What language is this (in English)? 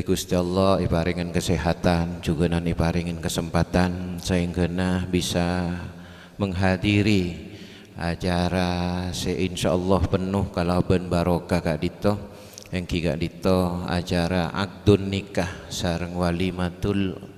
Madurese